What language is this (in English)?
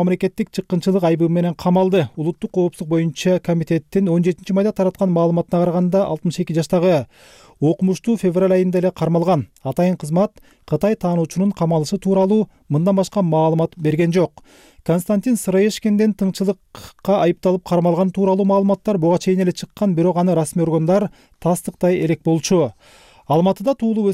Kyrgyz